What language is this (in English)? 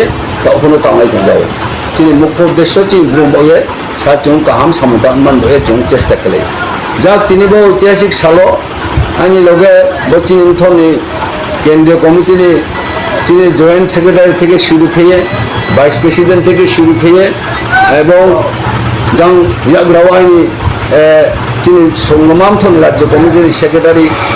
Riang (India)